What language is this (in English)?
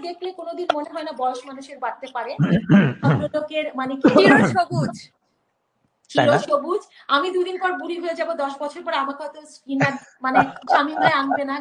Bangla